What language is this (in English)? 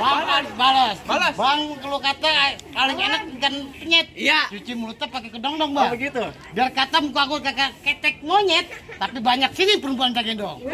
Betawi